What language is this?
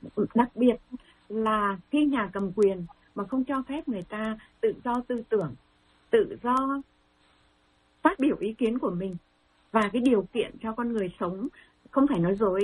Vietnamese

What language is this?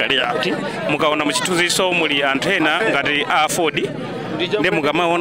Nyanja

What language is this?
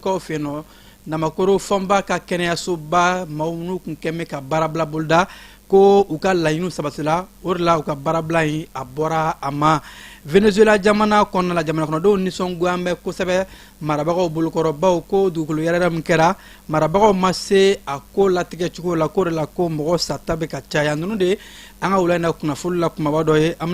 Bambara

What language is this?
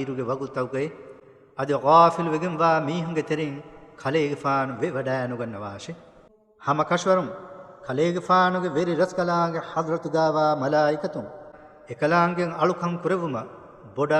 Divehi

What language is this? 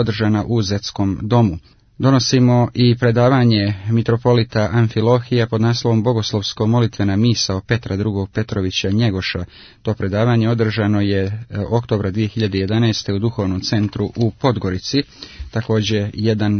Serbian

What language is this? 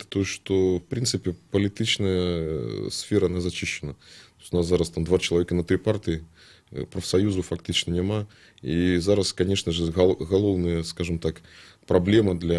Belarusian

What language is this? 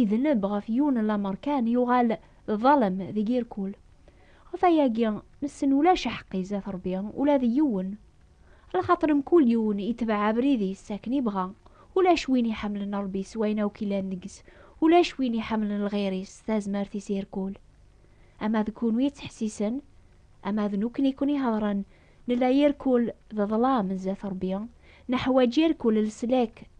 Kabyle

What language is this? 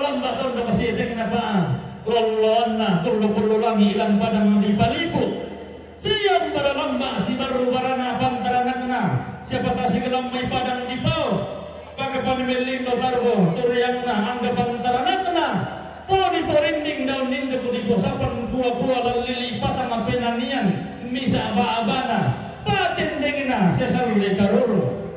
Toraja-Sa'dan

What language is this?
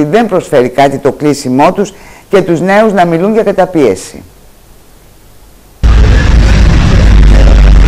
Greek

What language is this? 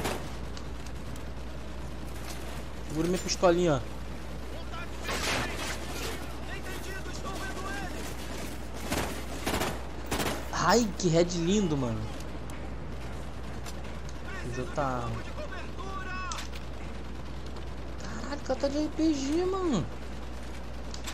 Portuguese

